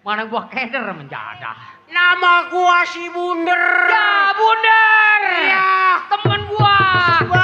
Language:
Betawi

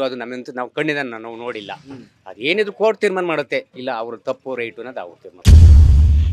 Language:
Kannada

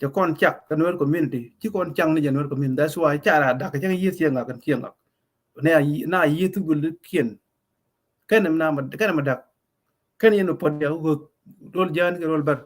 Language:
Nuer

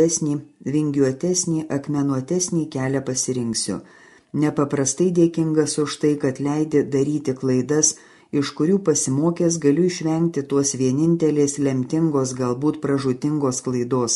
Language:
Lithuanian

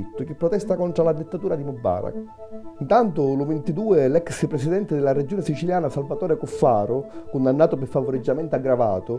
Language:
Sicilian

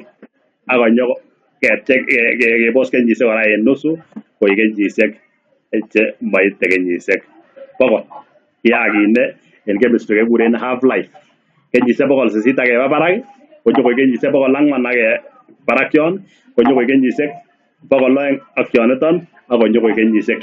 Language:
Kalenjin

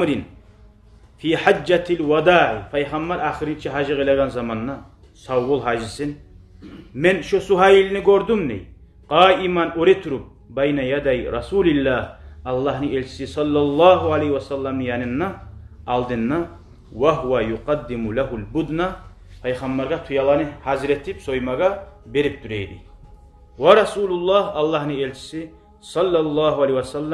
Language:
Kumyk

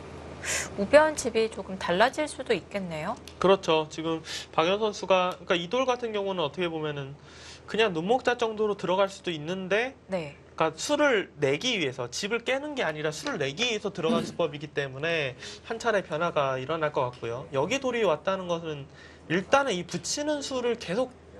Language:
Korean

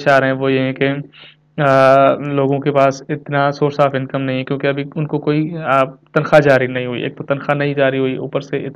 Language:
Urdu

